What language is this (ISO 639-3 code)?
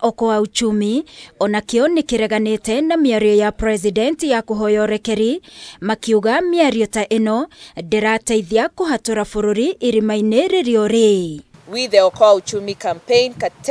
kik